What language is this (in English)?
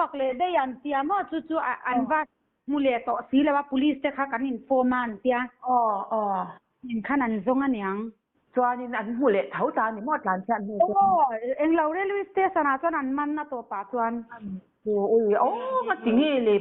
Mizo